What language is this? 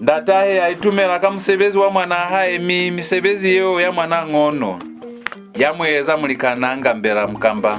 Lozi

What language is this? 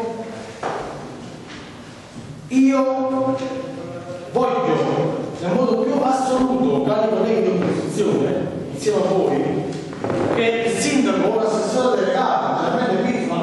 Italian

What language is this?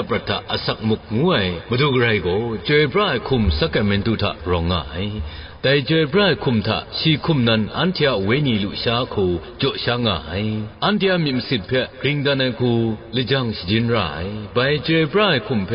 Kachin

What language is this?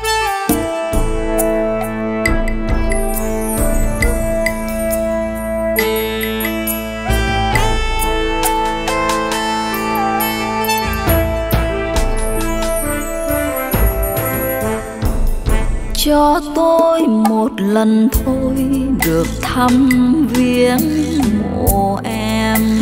Vietnamese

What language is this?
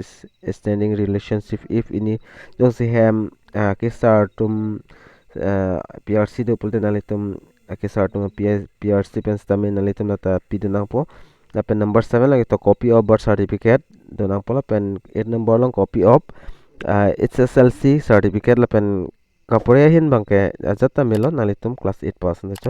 Karbi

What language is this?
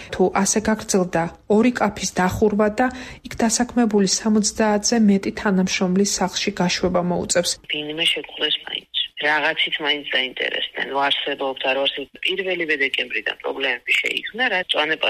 Georgian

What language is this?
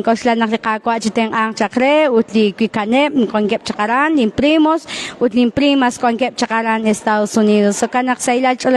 Kekchí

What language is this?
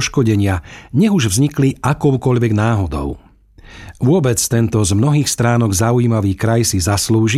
Slovak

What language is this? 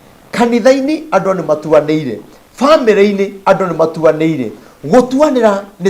Kikuyu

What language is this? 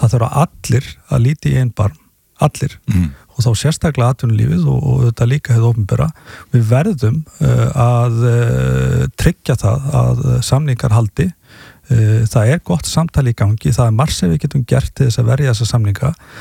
Icelandic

